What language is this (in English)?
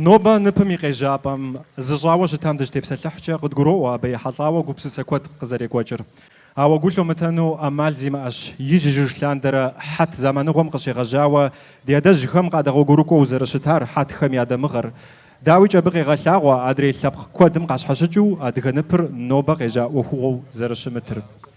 Kabardian